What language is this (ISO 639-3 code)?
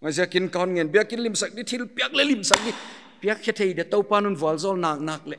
pck